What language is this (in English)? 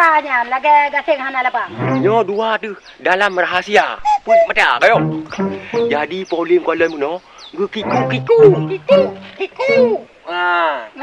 Achinese